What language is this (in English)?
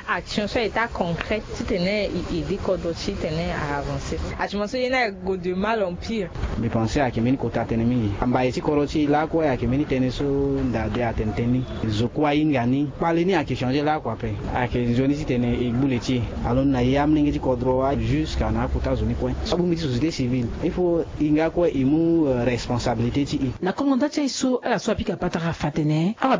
Sango